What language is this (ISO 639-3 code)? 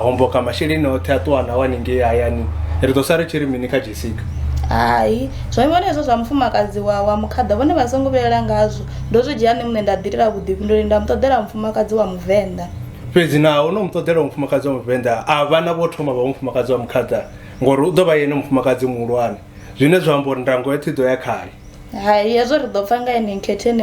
ven